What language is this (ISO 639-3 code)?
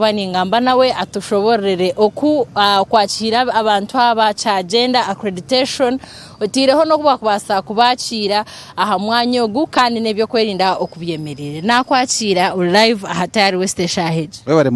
nyn